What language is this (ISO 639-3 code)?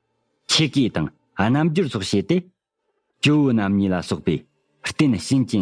bod